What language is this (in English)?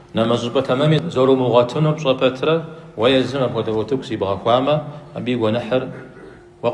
Kabardian